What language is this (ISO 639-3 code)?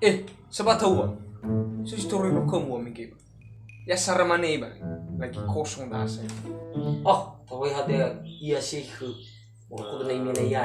nia